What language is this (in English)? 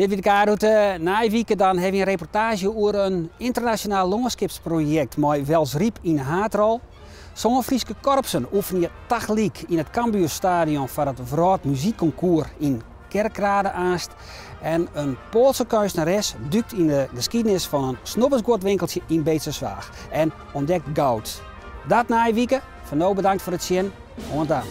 Western Frisian